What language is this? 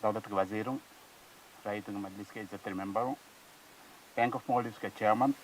Divehi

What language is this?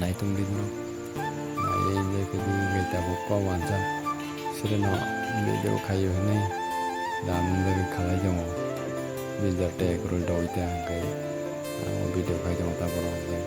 Kok Borok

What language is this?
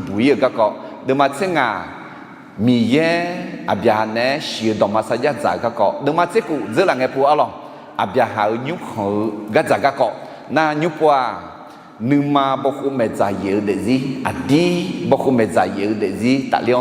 Akha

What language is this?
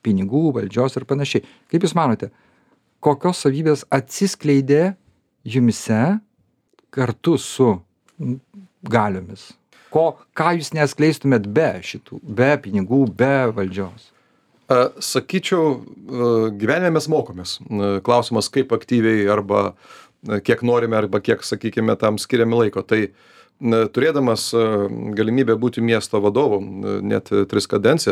Lithuanian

